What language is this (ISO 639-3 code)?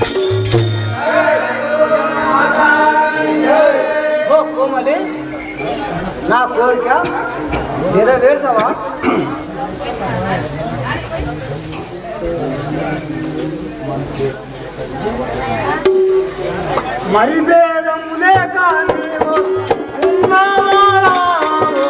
tel